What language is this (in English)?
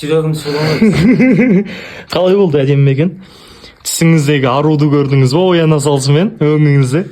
Kazakh